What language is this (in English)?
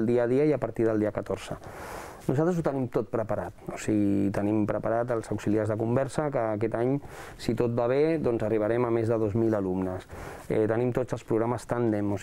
Catalan